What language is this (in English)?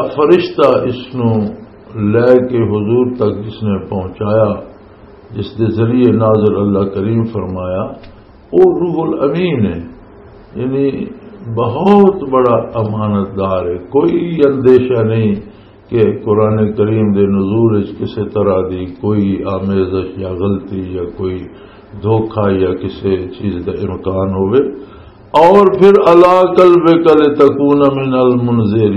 Western Panjabi